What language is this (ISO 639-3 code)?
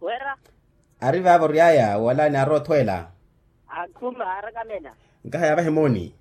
vmw